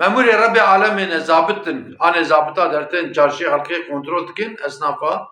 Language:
Kurdish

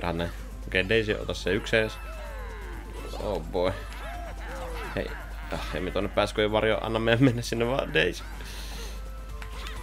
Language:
Finnish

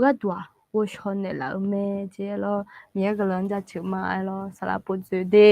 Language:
Akha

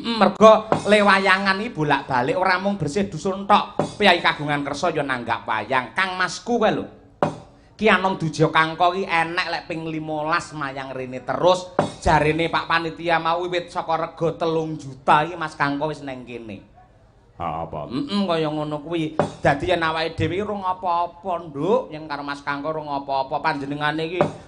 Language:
Javanese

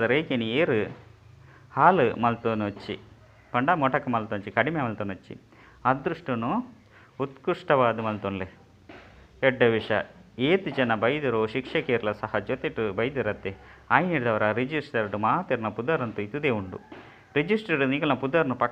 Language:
Tulu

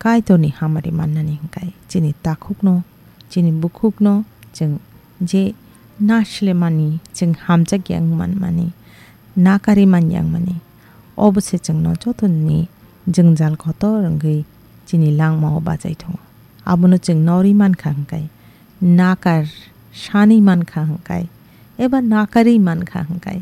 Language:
Kok Borok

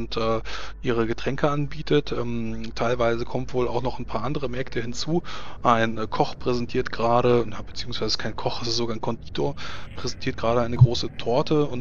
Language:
German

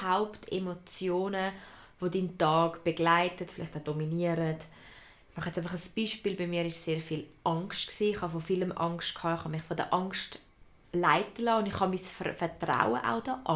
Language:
Swiss German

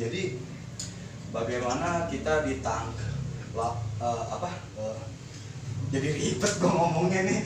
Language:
Betawi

